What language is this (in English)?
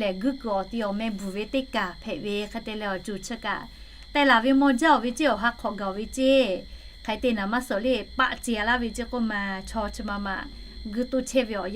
Lahu